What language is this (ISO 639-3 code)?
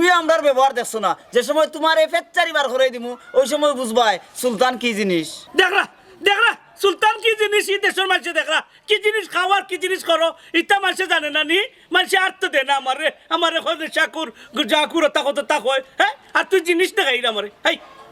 syl